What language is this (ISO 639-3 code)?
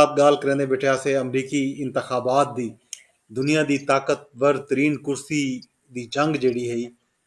skr